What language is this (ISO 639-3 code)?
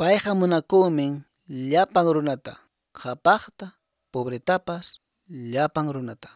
que